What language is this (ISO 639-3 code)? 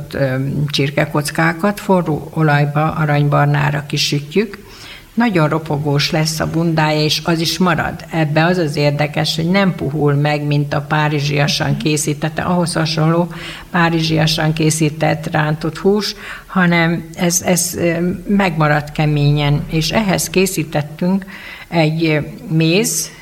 hun